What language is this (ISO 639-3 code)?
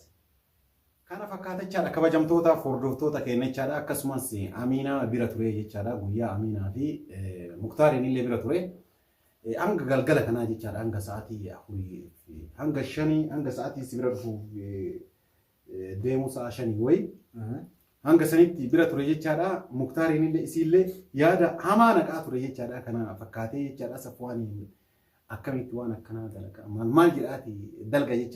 orm